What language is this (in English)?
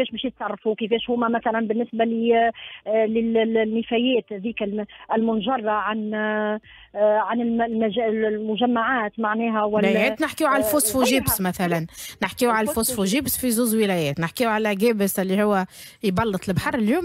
Tunisian Arabic